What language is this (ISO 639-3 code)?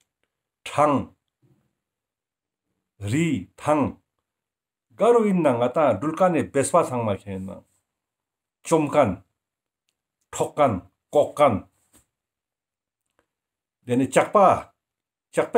lbj